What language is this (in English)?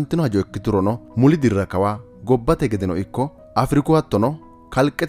Sidamo